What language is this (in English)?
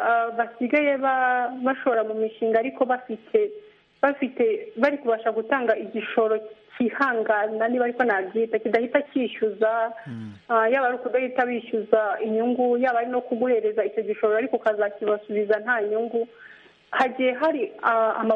Kinyarwanda